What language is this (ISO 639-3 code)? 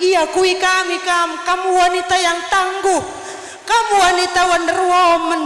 btx